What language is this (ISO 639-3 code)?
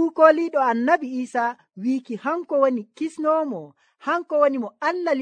fuv